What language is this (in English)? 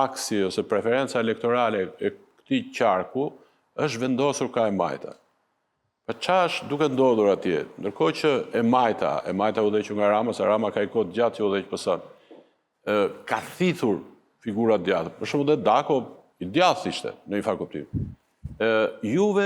Albanian